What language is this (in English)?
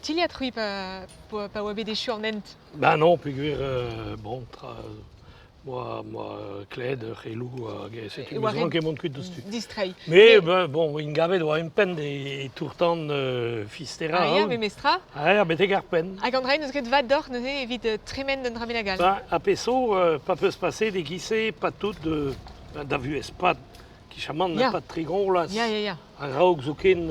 Breton